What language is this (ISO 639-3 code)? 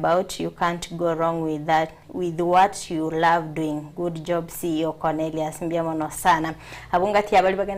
guz